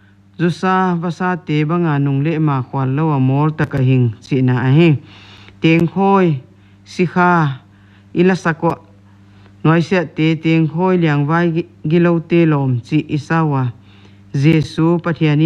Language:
Paite Chin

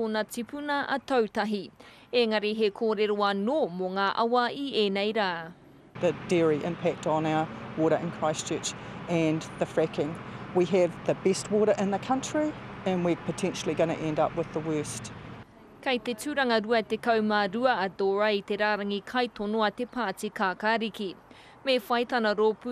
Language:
Māori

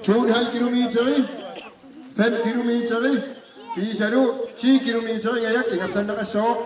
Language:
Kalaallisut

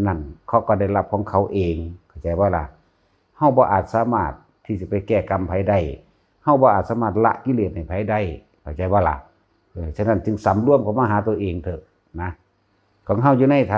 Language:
Northeastern Thai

